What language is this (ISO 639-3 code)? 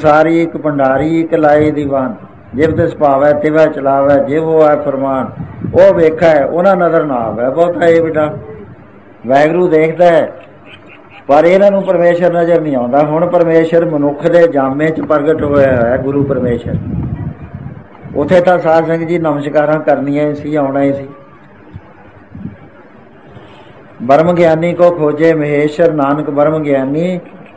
pan